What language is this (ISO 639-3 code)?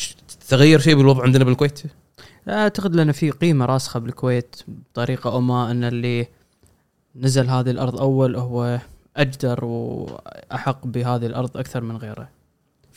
afb